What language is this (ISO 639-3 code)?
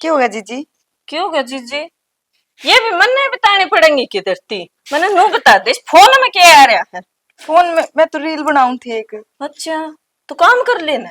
bgc